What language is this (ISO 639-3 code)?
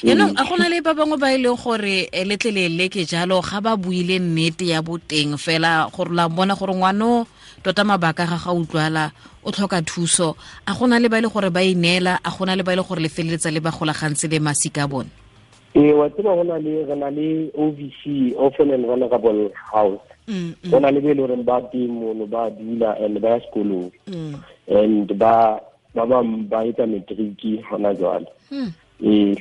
tsn